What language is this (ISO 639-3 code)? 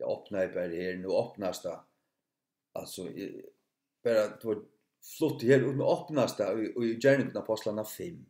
fao